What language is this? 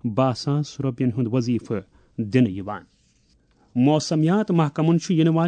Kashmiri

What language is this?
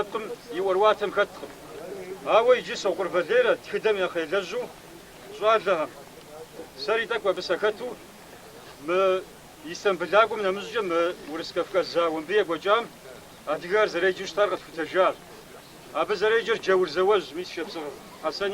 Kabardian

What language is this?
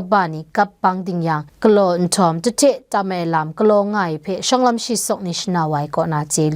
Kachin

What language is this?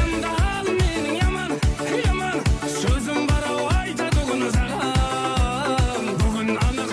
Kara-Kalpak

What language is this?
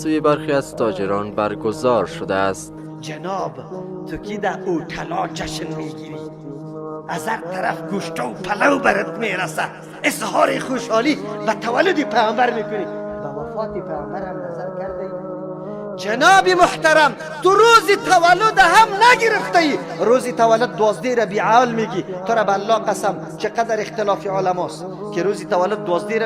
Persian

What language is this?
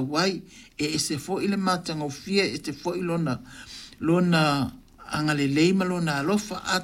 Samoan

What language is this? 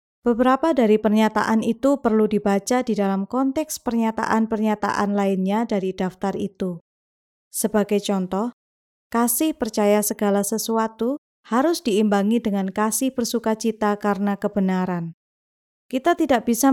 Indonesian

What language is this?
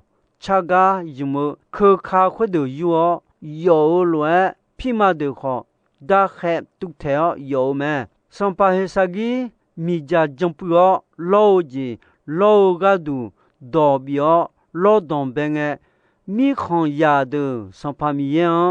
Akha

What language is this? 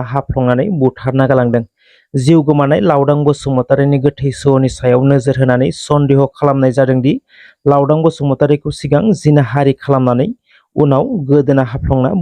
Bodo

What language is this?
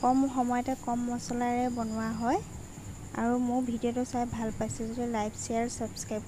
Assamese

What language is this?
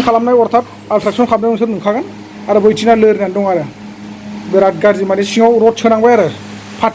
Bodo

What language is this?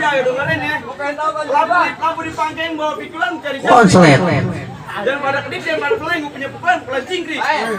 Betawi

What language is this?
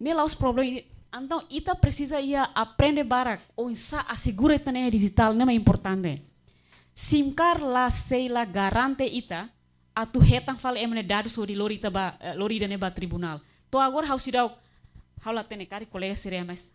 Tetum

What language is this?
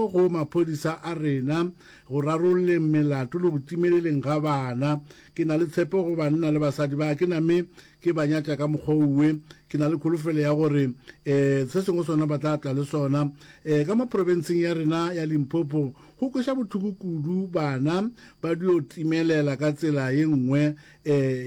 Northern Sotho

